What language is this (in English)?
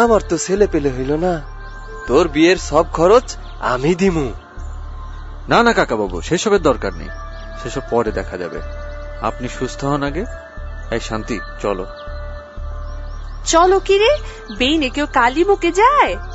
Bangla